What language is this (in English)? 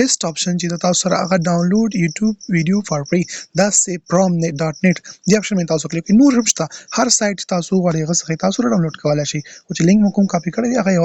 Pashto